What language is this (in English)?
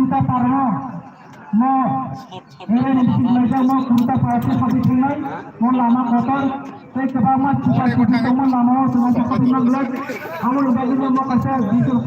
Kok Borok